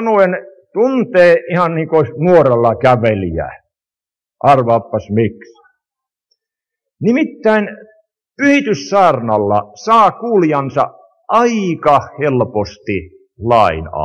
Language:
Finnish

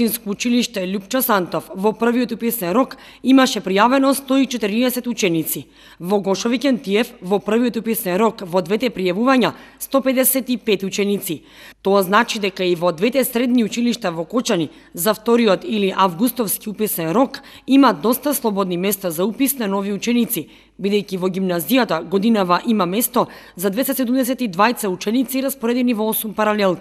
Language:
Macedonian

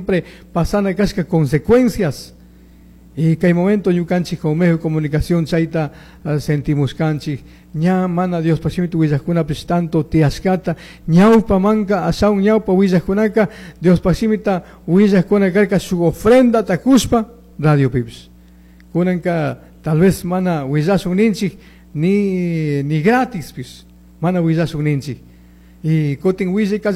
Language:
Chimborazo Highland Quichua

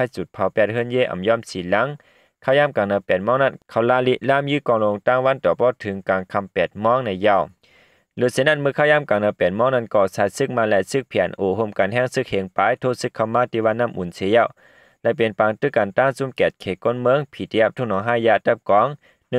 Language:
Shan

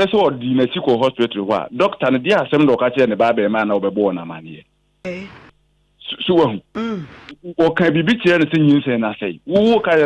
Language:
Akan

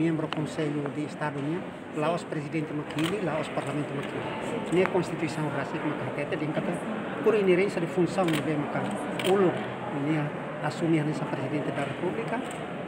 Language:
Tetum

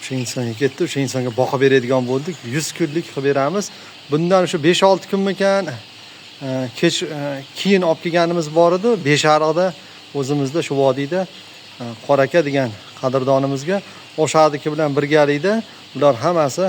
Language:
Uzbek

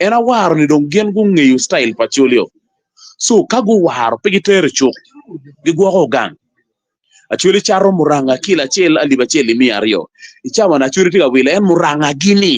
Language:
Acoli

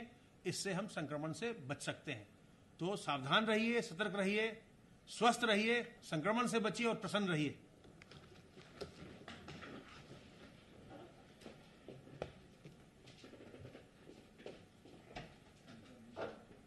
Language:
Hindi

